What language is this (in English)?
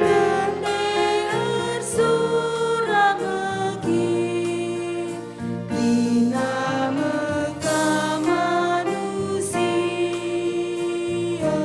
Batak Karo